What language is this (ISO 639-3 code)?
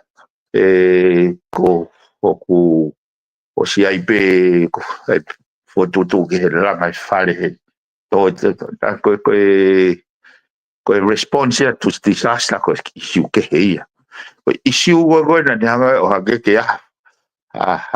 ton